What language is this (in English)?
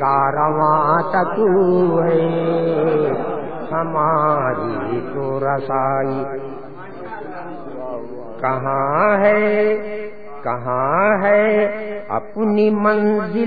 Urdu